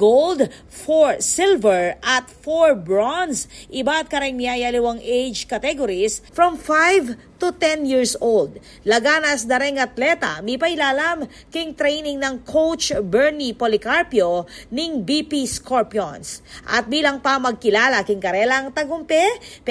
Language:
Pampanga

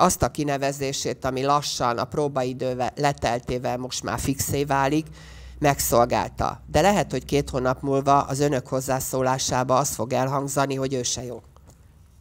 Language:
Hungarian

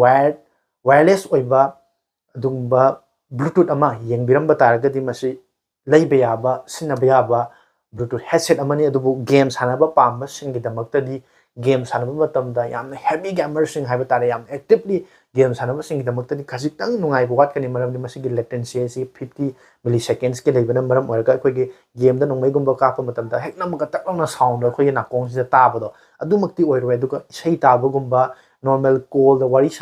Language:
Manipuri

